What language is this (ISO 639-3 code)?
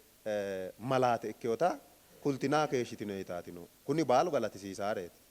sid